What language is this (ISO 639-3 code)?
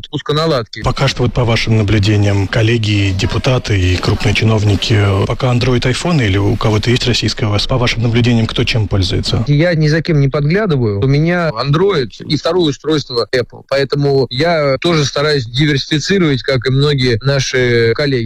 rus